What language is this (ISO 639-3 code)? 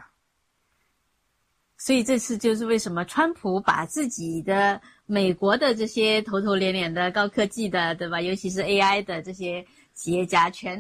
zho